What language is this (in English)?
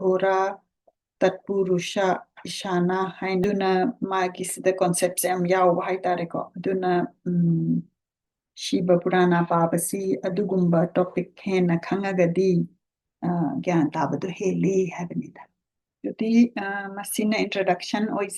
Manipuri